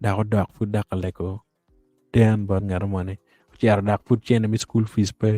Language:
Acoli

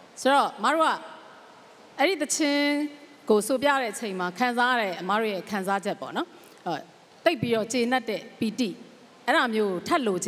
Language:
Burmese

